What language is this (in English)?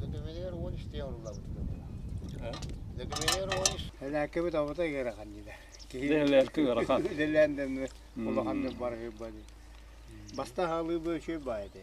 Yakut